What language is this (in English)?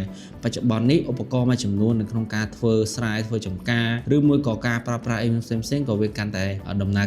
Khmer